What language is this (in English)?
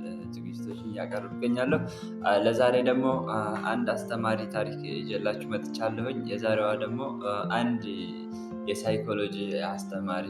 Amharic